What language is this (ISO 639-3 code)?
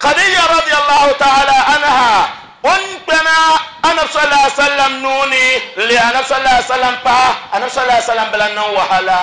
dag